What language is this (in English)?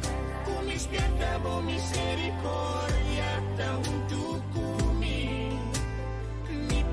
Papiamento